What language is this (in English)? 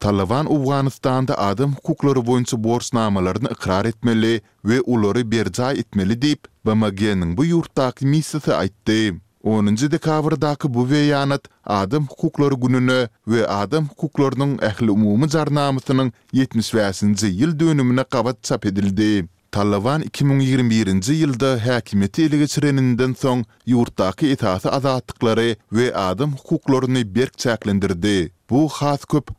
Turkmen